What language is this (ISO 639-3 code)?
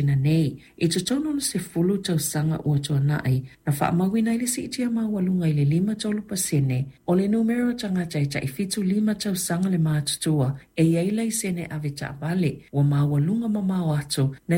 smo